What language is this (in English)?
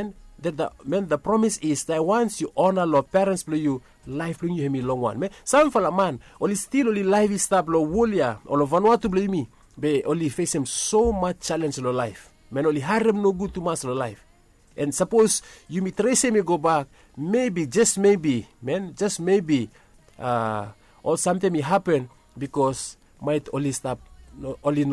Bislama